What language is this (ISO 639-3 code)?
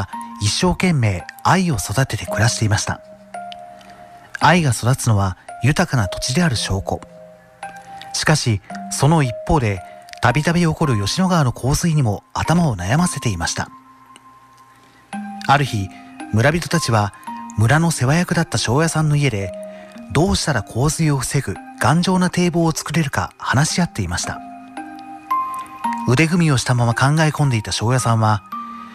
jpn